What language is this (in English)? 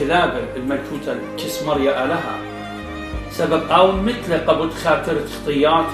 Assyrian Neo-Aramaic